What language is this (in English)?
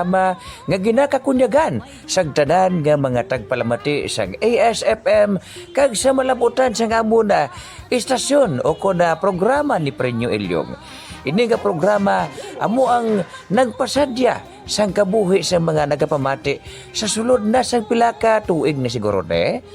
Hiligaynon